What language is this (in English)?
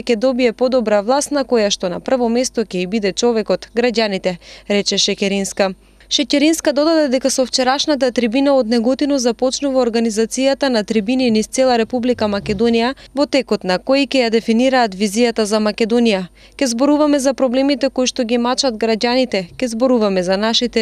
Macedonian